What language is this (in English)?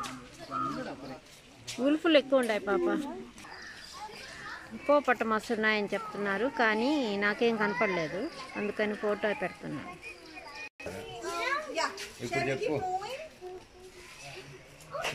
Telugu